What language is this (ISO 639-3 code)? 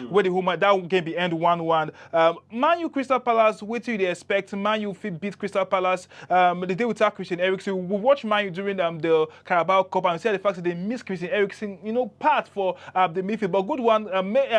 pcm